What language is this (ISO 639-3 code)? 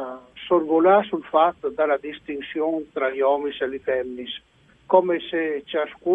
fur